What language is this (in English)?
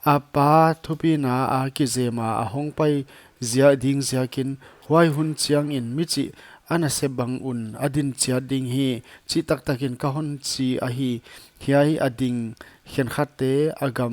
Paite Chin